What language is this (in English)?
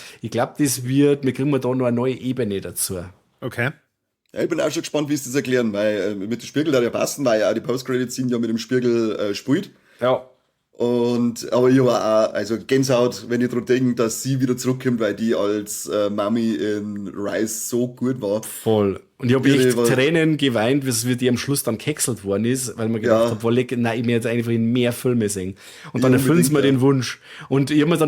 Bavarian